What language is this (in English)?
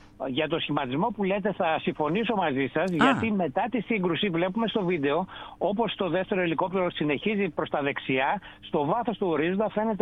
Greek